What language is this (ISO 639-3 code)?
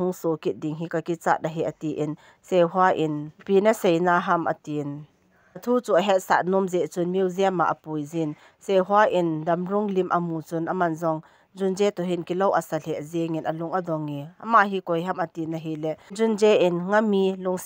tcz